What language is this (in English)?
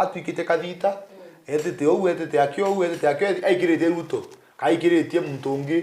Meru